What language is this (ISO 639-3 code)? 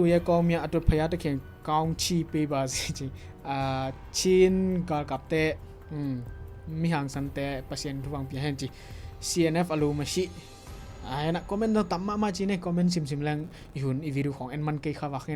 ctd